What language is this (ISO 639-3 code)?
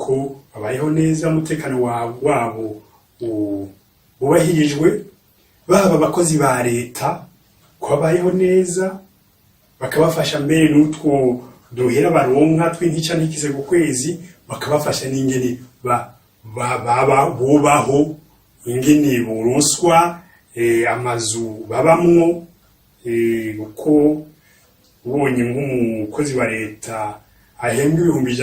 run